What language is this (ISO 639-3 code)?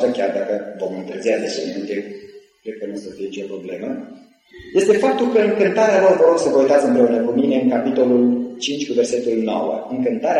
ron